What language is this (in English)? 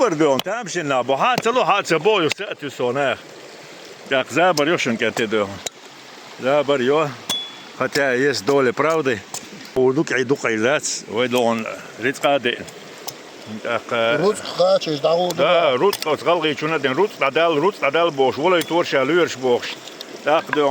Chechen